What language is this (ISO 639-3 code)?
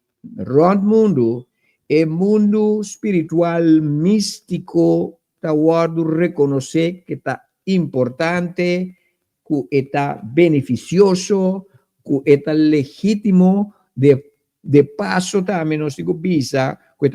pap